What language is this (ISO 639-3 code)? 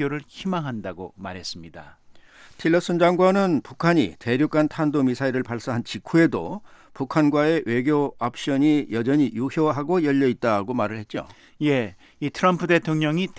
kor